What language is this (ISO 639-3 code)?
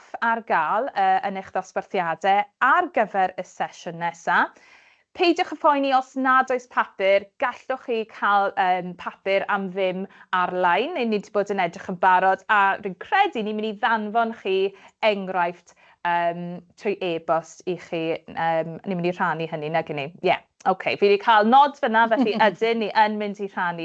cym